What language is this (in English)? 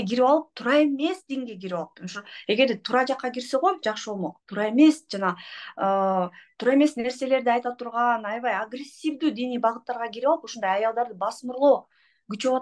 Kyrgyz